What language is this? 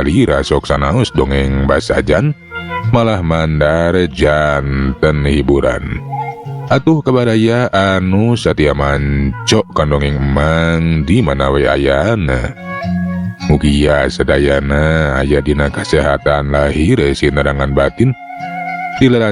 Sundanese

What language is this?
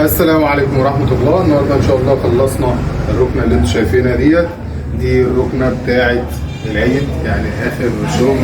Egyptian Arabic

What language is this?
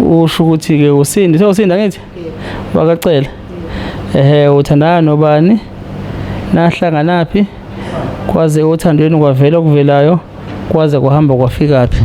Zulu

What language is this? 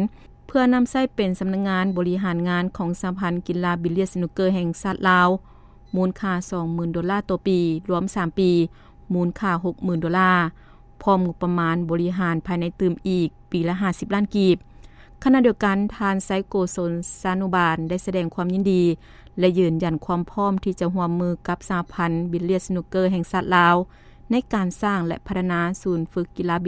Lao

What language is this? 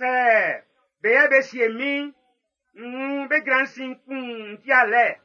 Baoulé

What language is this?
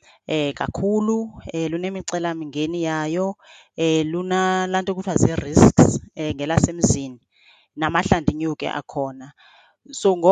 Xhosa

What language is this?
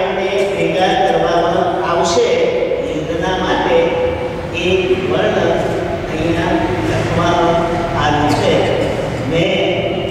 Gujarati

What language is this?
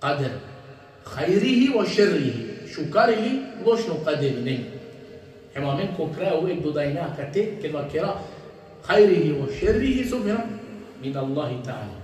Balkan Romani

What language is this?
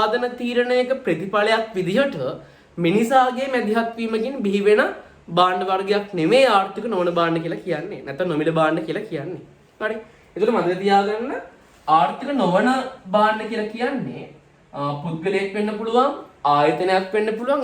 Sinhala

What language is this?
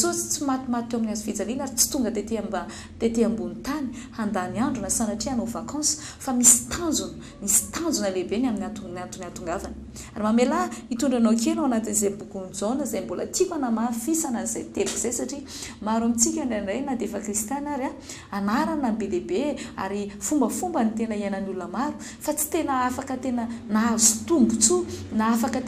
Malagasy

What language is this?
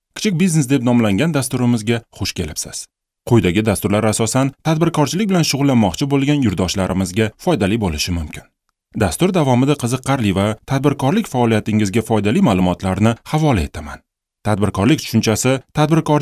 Uzbek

